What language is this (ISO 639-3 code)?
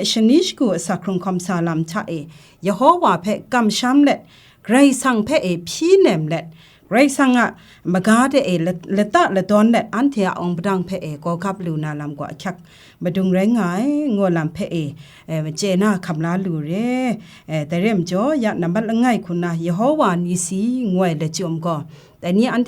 kac